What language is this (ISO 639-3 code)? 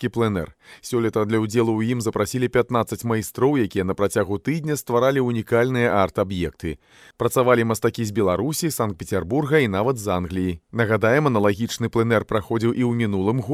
bel